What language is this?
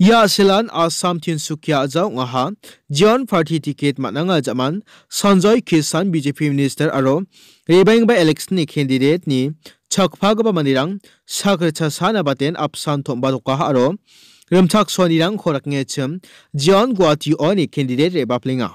Garo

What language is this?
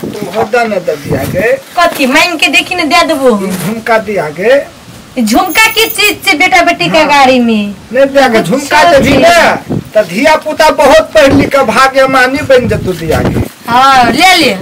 Maithili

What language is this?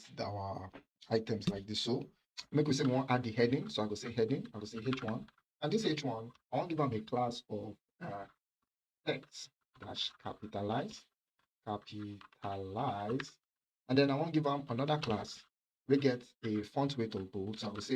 Nigerian Pidgin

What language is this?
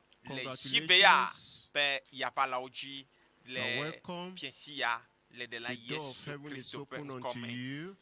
Ewe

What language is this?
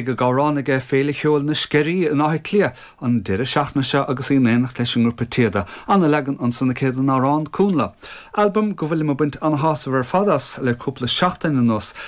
Irish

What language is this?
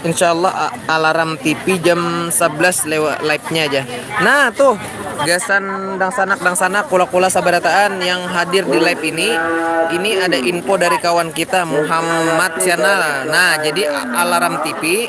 Banjar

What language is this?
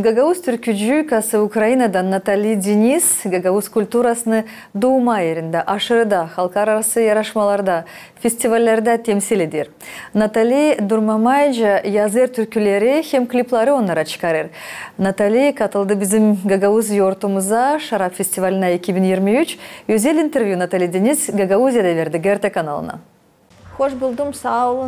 Gagauz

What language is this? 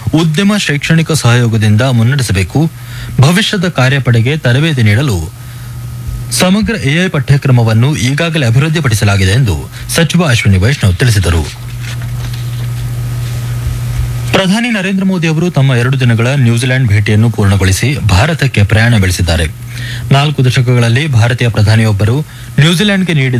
Kannada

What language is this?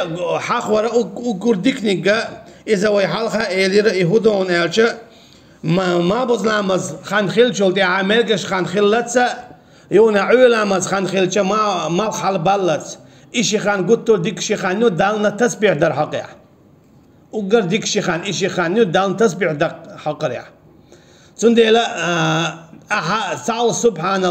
Chechen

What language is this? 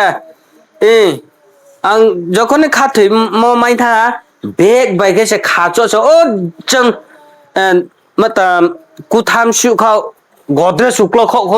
Riang (India)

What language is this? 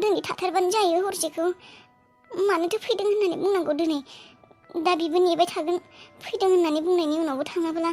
Bodo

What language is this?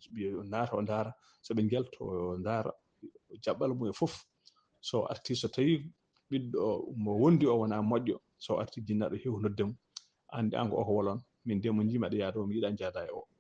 Fula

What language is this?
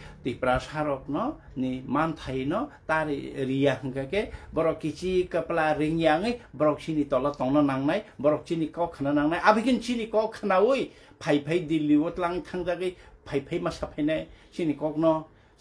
Kok Borok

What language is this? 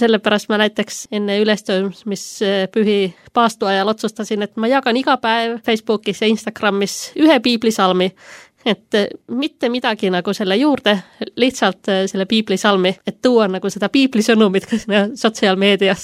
Estonian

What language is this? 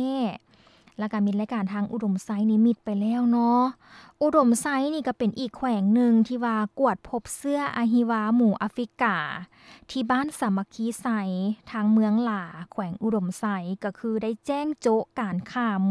Lao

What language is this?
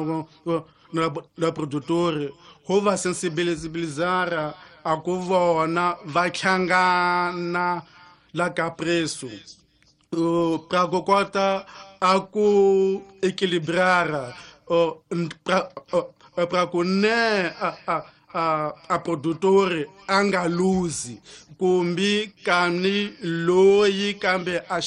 Tsonga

